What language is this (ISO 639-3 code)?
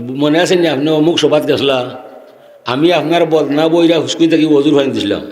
syl